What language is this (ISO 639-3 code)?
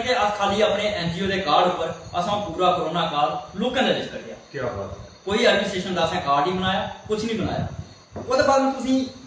doi